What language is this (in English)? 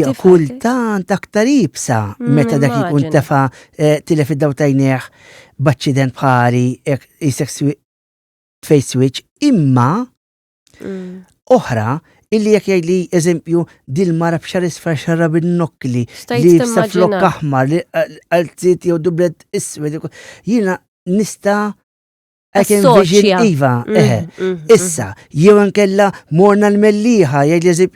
Maltese